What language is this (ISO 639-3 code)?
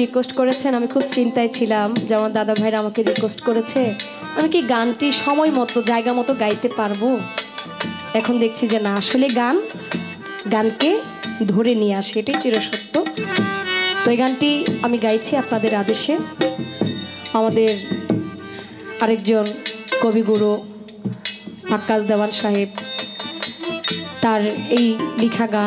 ben